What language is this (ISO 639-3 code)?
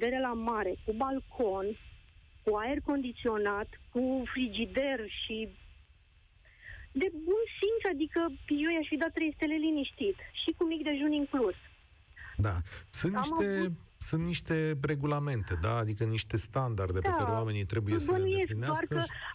ron